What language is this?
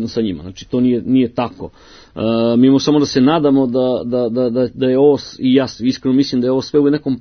Serbian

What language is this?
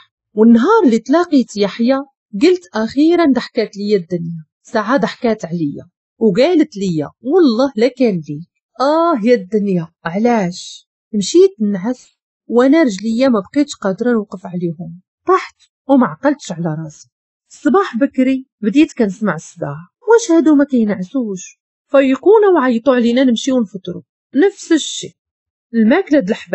Moroccan Arabic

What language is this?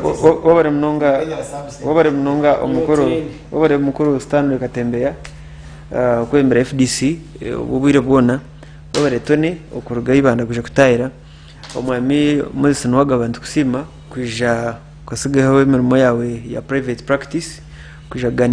Nyankole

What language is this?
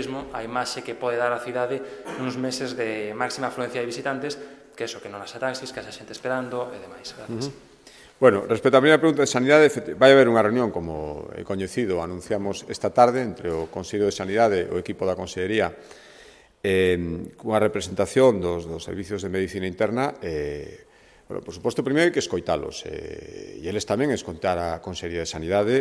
Galician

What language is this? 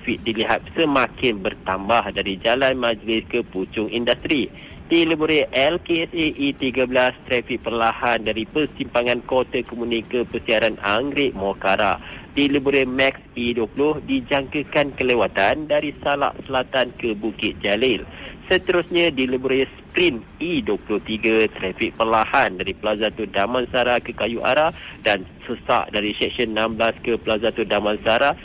Malay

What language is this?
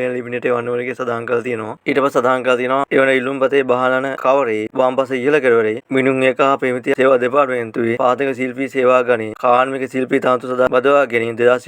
Sinhala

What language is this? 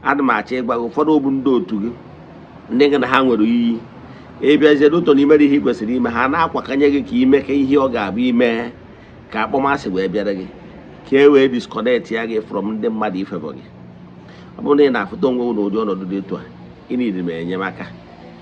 Igbo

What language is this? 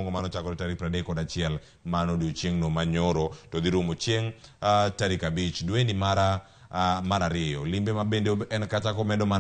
Luo (Kenya and Tanzania)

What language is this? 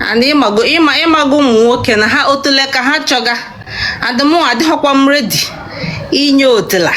Igbo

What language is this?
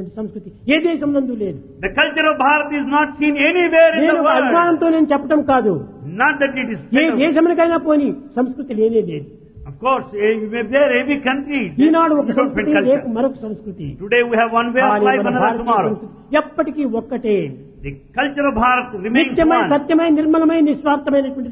Telugu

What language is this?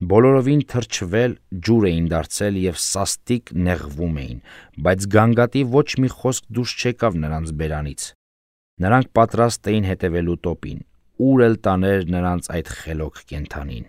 Armenian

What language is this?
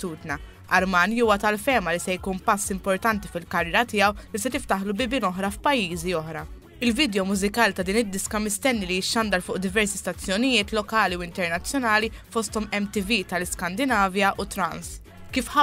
Maltese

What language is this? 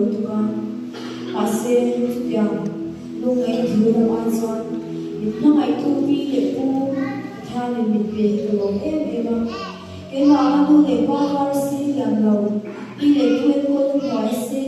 Mizo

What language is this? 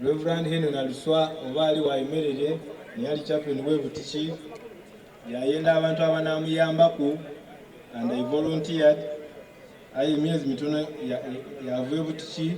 Soga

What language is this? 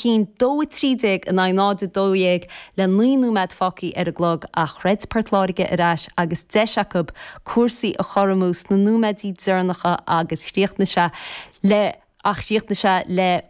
Irish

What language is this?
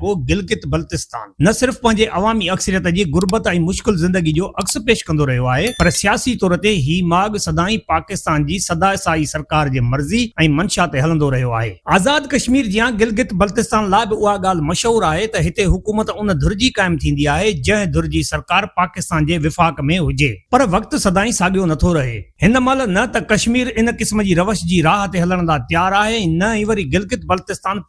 Sindhi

